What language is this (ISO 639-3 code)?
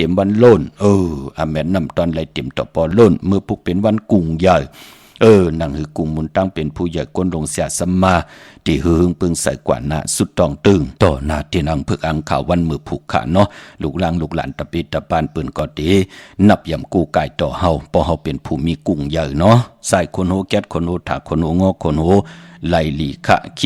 shn